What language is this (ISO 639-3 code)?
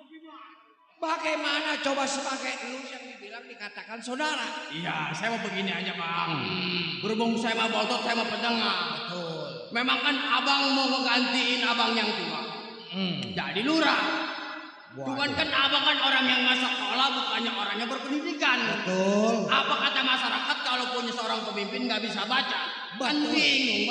bew